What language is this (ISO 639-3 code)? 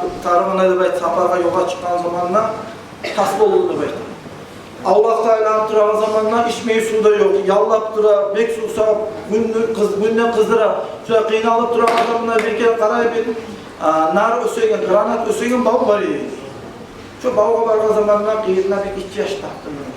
kum